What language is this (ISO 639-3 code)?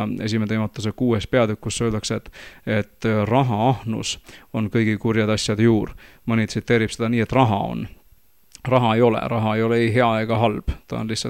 est